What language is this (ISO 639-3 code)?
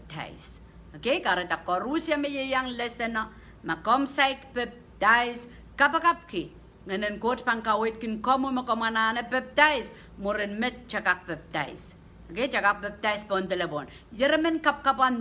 pon